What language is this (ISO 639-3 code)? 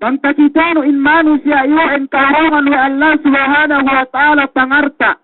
yka